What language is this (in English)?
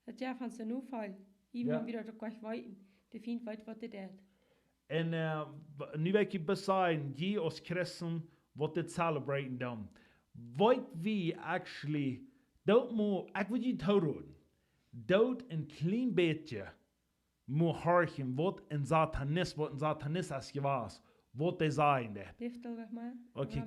Plautdietsch